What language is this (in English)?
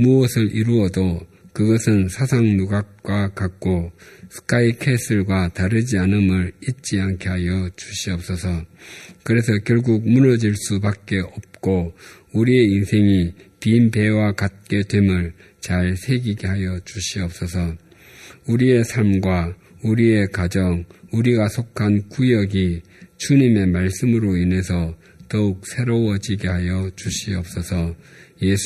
Korean